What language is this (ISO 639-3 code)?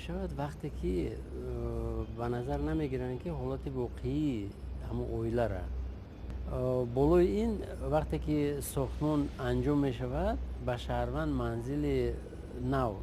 tgk